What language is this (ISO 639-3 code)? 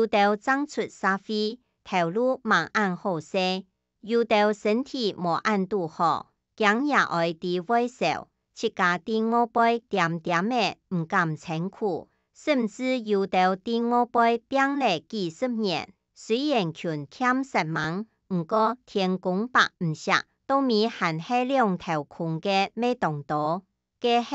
hak